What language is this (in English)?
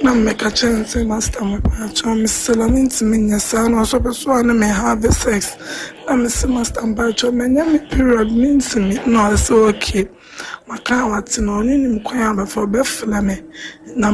Akan